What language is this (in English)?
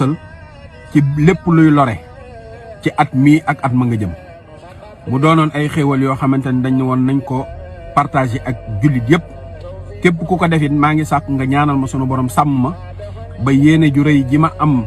Wolof